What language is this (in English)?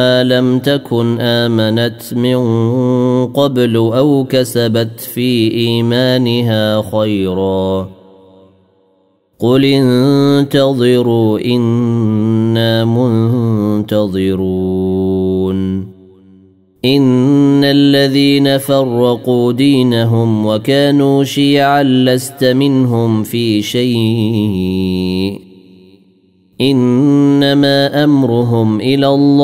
Arabic